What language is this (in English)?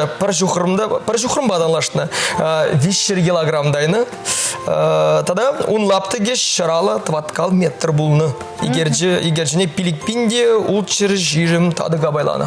Chuvash